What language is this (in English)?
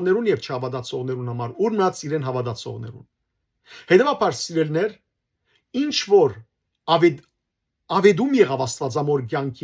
Western Armenian